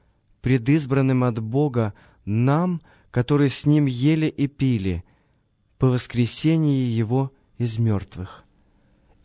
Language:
Russian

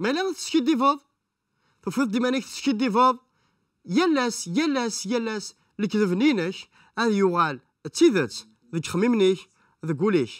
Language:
Kabyle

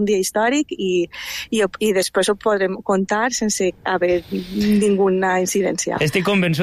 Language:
Catalan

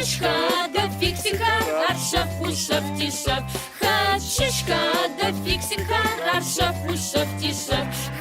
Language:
Adyghe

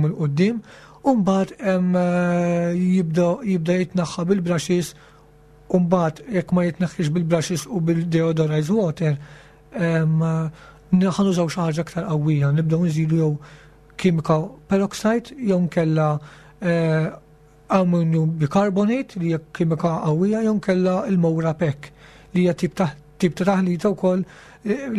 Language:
Maltese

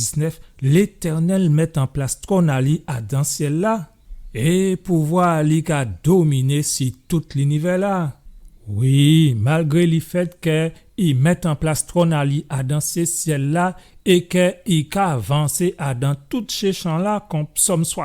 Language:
Guadeloupean Creole French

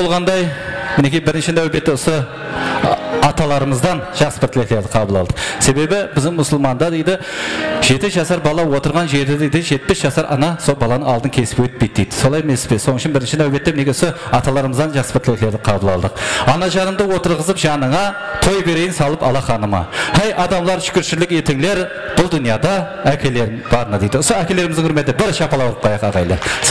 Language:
Kara-Kalpak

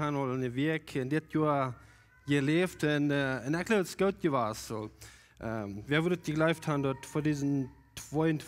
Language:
Plautdietsch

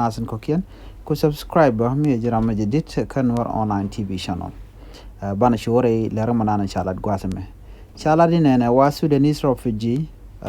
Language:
Nuer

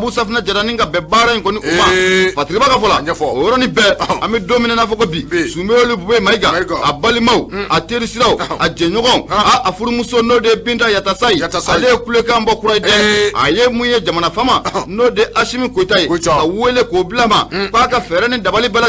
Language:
Bambara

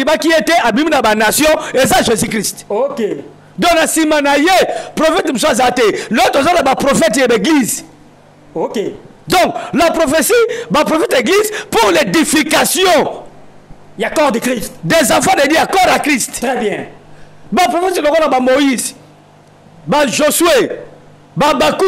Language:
Lingala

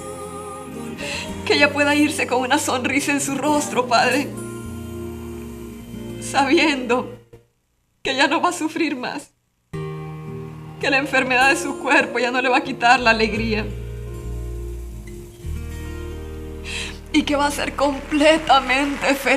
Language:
Spanish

